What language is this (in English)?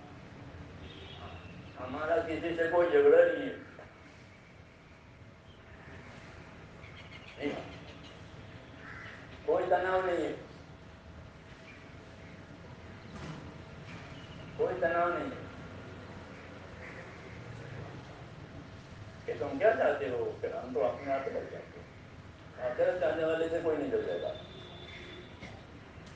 Urdu